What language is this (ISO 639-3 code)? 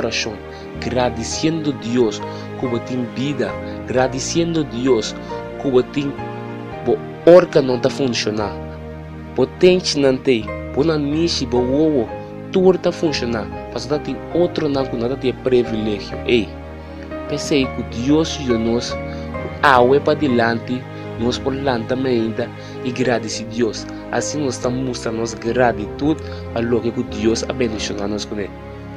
pap